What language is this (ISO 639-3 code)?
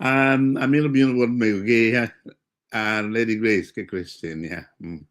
ach